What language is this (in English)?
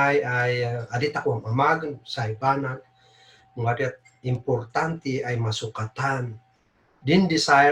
Kankanaey